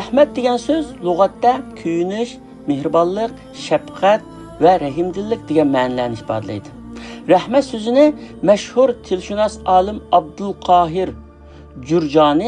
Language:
Uyghur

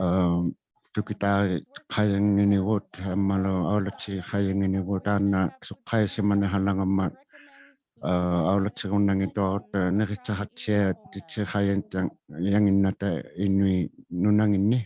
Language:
Inuktitut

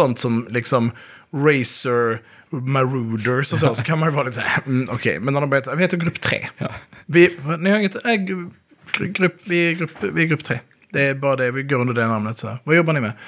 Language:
Swedish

